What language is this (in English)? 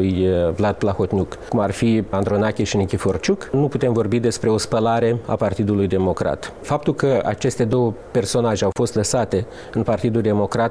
Romanian